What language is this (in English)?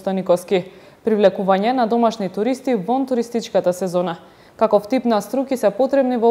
Macedonian